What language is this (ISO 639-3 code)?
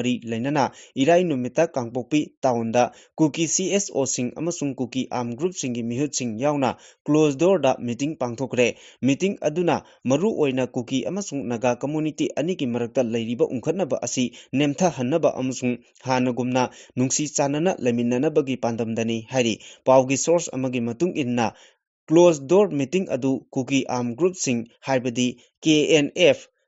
mni